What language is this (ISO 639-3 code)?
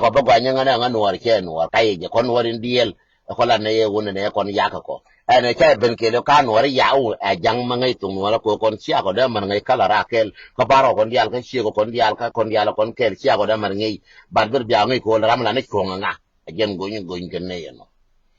nus